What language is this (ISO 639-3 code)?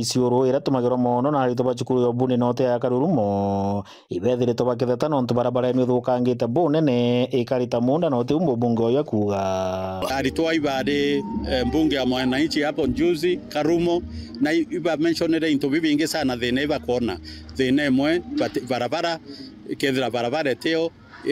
mer